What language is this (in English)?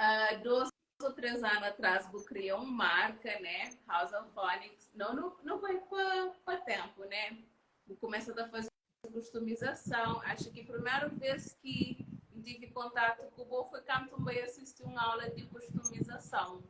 Kabuverdianu